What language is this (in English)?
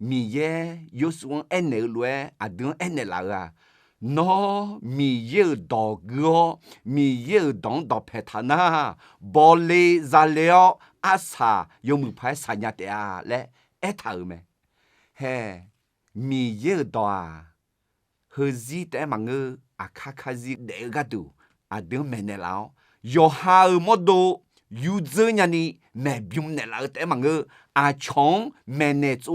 Akha